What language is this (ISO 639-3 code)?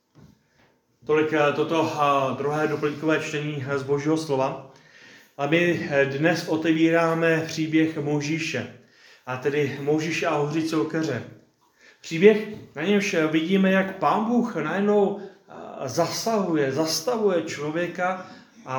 ces